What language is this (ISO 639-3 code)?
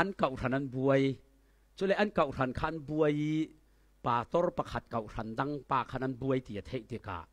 cfm